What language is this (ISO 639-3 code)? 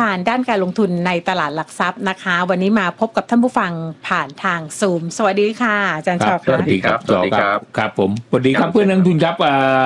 tha